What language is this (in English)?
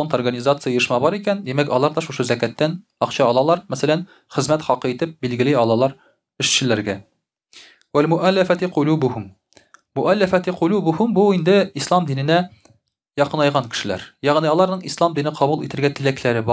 Tatar